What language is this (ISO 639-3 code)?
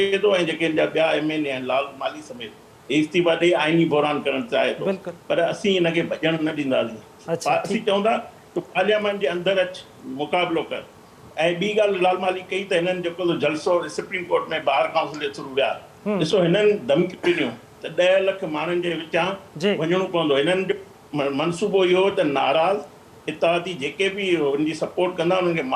snd